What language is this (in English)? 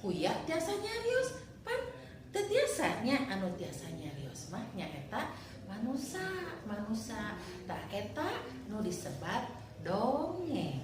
Sundanese